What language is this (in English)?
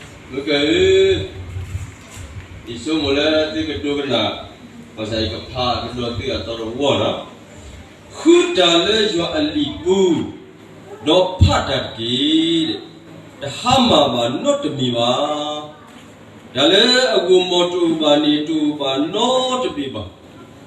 S'gaw Karen